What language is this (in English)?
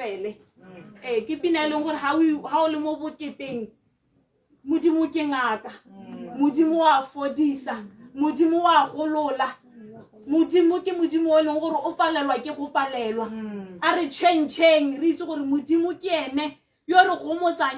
Tswana